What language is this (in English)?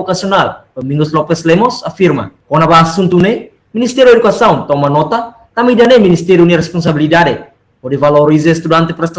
Tetum